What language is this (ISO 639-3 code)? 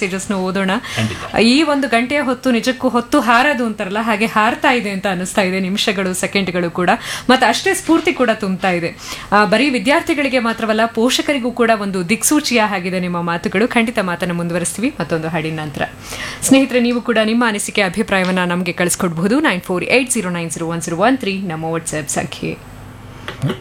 kan